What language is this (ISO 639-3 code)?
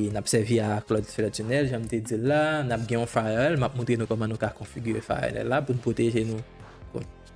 hat